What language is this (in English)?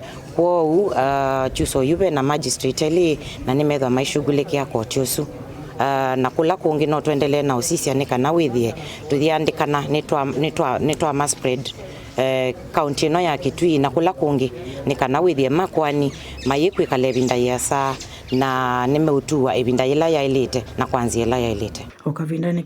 Kamba